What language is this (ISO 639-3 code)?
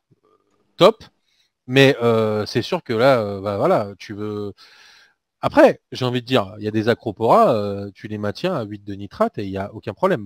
fra